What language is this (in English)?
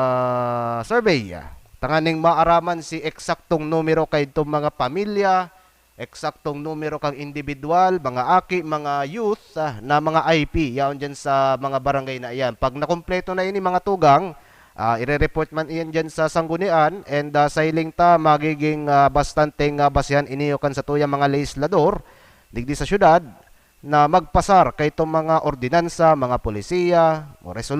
Bikol